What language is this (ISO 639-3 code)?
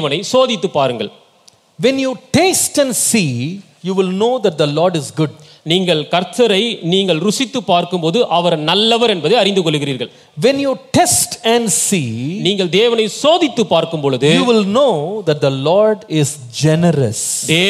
tam